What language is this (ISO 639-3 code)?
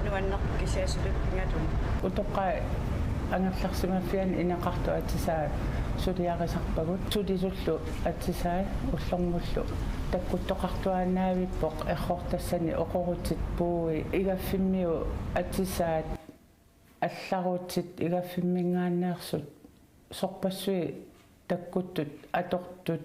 kal